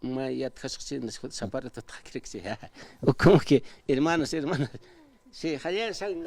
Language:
Aymara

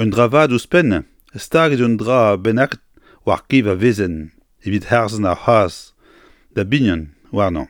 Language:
Breton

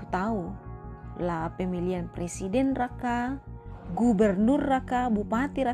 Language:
Toraja-Sa'dan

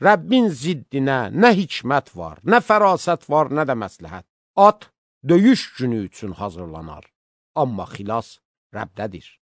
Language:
Azerbaijani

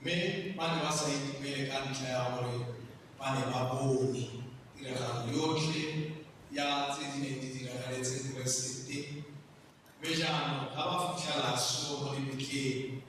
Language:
Tswana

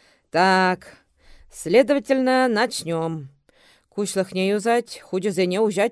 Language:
Chuvash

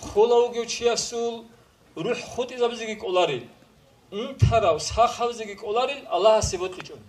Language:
Avaric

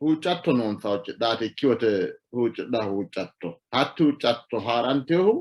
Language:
Sidamo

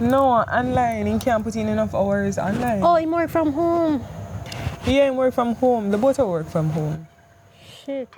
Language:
Jamaican Creole English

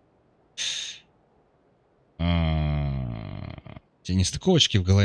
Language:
Russian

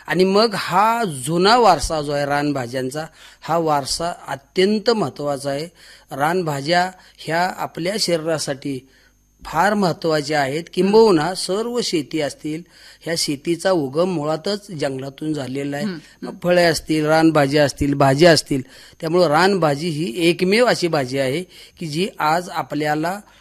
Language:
Marathi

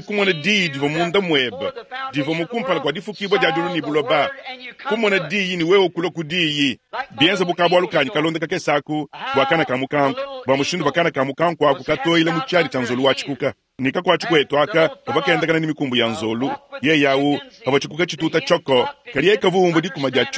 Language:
Luba-Lulua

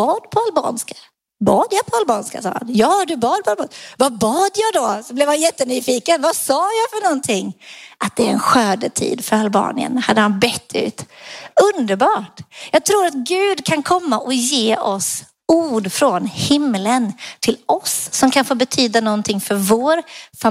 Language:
Swedish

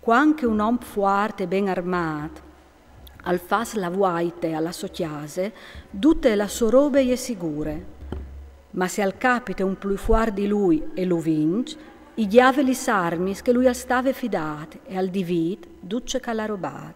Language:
Friulian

